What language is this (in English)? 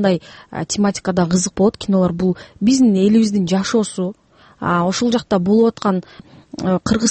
Kyrgyz